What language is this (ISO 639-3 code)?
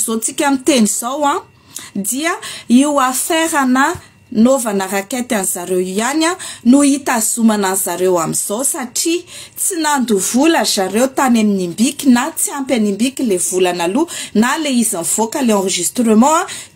mlg